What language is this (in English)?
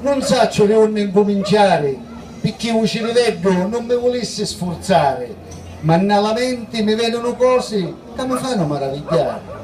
Sicilian